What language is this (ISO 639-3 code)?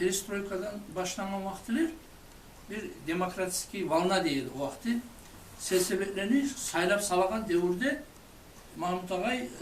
kum